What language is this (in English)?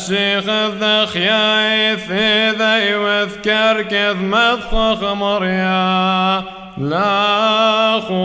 Classical Syriac